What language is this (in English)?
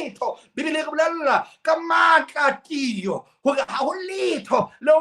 Southern Sotho